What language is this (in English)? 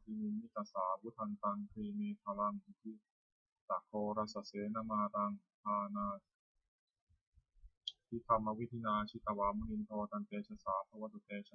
Pali